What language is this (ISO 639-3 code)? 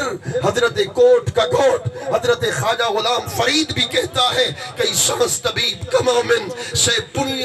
skr